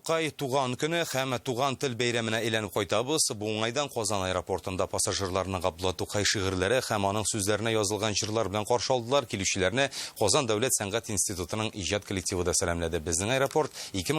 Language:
Tatar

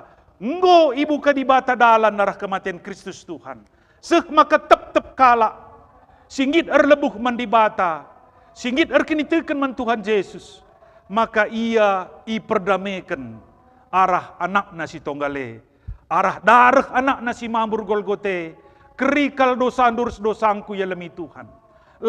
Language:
Batak Karo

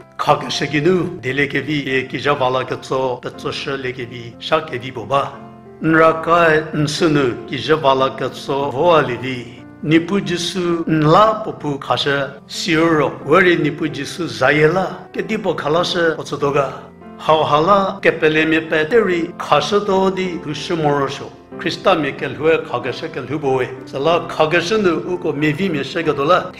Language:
Angami Naga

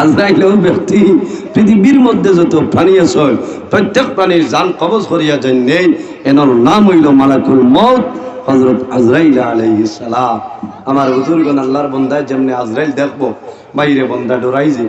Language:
Sylheti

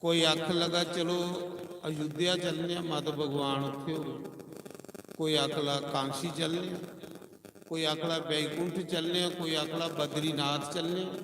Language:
Dogri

